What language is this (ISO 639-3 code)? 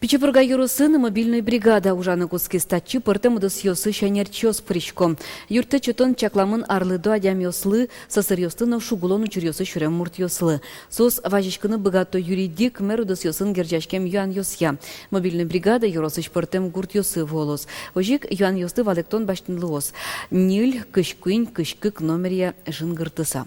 udm